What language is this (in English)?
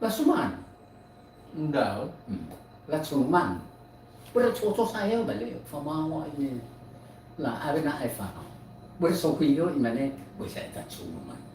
Nias